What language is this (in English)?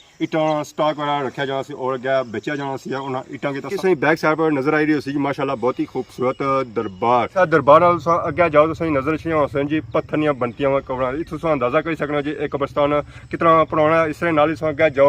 Pahari-Potwari